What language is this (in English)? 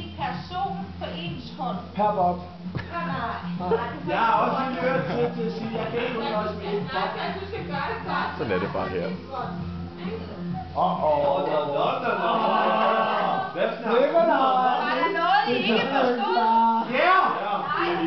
Danish